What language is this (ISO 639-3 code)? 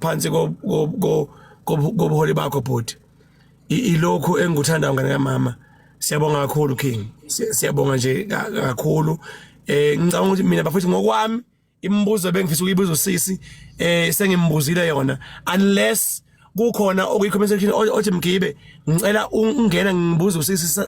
zul